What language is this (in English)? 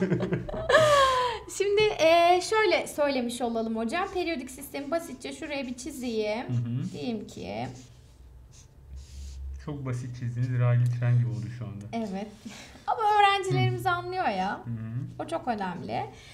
Turkish